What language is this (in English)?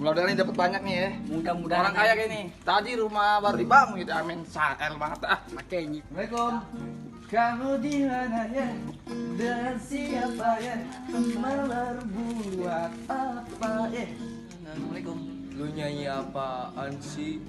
Betawi